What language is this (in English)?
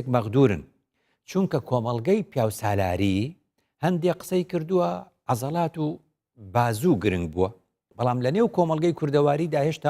Central Kurdish